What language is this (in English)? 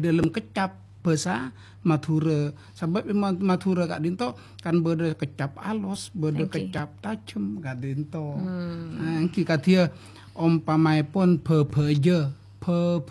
Madurese